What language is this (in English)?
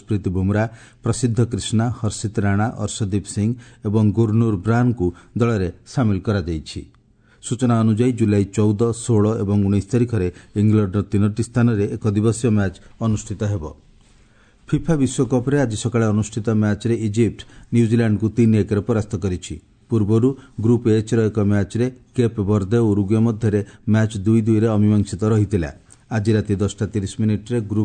Odia